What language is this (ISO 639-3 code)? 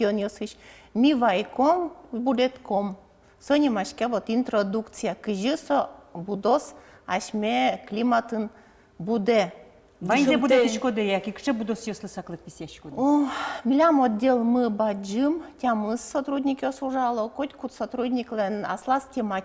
udm